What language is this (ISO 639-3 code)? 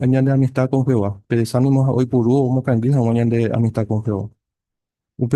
grn